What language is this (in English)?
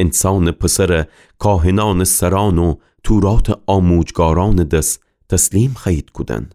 Gilaki